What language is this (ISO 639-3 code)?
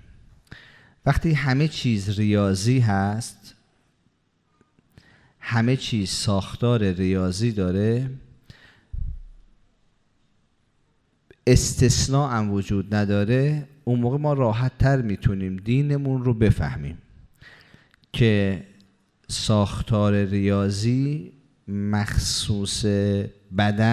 fas